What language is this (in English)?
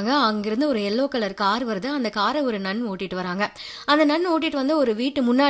Tamil